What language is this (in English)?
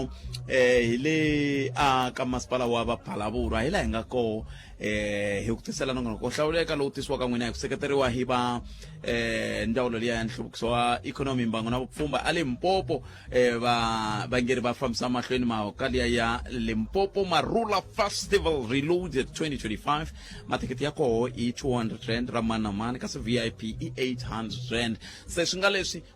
Tsonga